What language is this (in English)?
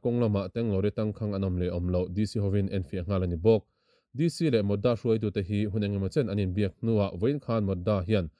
Mizo